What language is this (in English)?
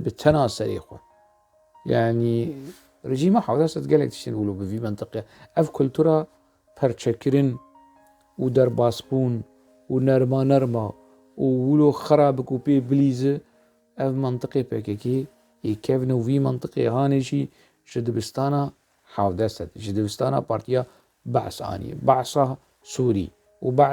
Kurdish